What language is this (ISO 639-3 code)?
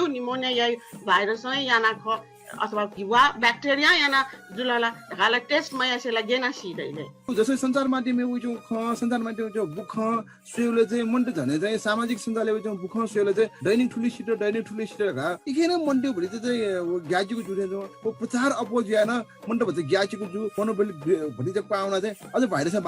new